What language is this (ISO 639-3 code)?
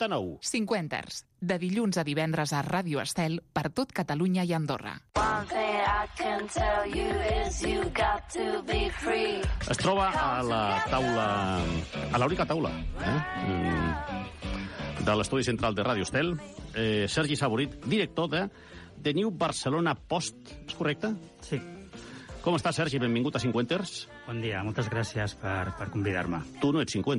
cat